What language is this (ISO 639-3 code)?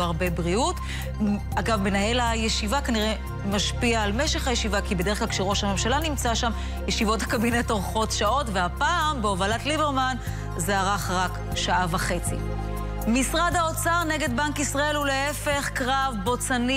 heb